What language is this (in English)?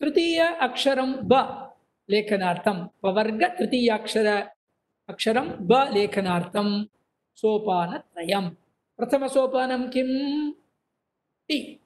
Sanskrit